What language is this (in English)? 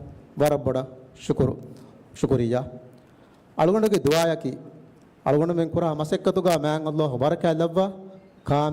Divehi